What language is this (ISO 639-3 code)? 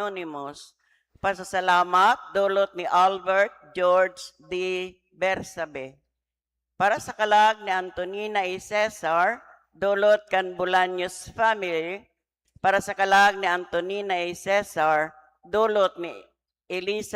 bik